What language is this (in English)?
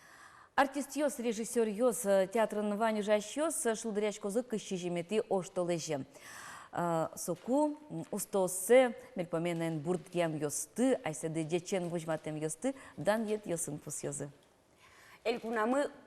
Udmurt